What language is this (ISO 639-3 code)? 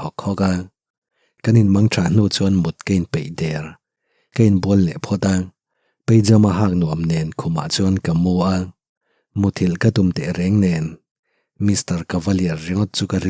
lus